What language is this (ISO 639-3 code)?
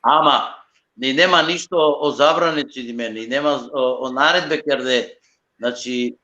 rmn